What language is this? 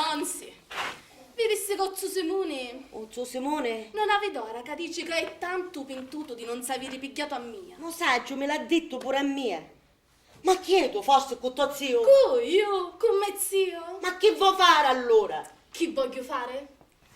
Sicilian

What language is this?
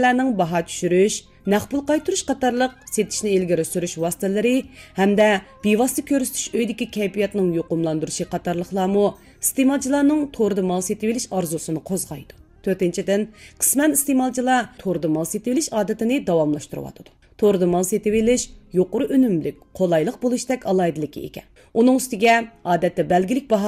Uyghur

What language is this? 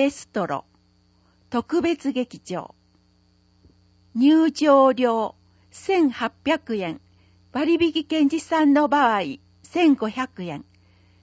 Japanese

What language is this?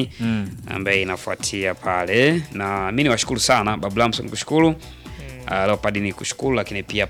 Swahili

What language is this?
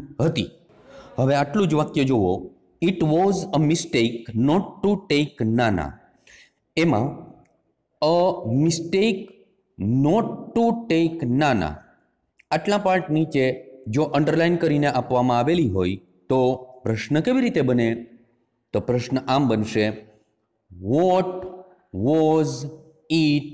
Gujarati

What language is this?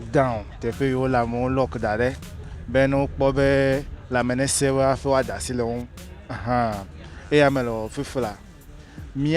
Ewe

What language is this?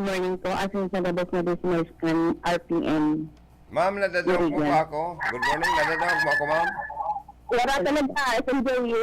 Bikol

